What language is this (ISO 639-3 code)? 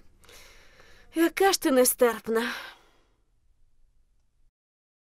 ukr